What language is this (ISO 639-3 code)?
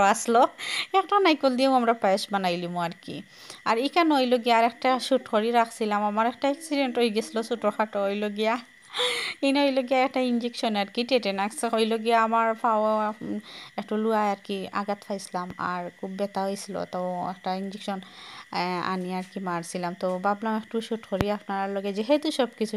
syl